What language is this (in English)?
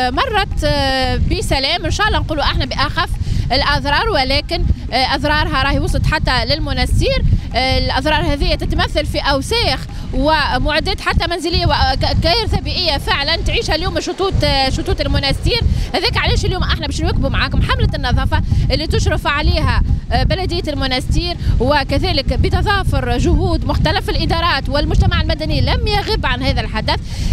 Tunisian Arabic